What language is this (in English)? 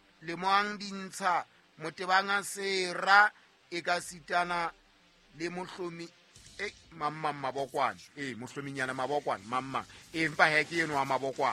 Southern Sotho